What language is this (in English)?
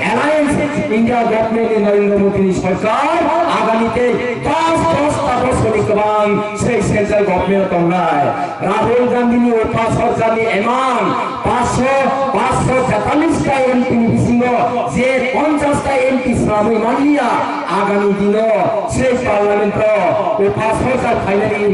Kok Borok